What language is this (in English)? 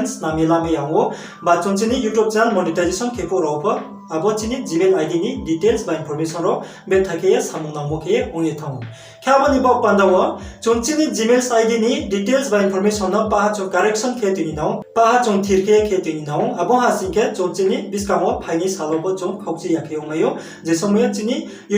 Riang (India)